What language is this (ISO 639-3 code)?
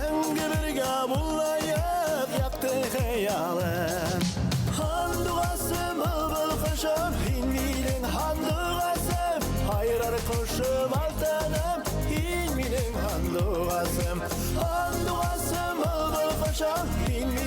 bak